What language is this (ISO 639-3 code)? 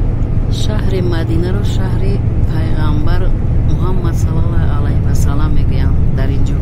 tgk